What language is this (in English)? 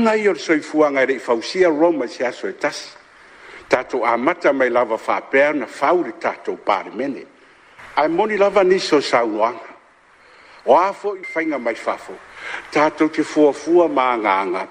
Samoan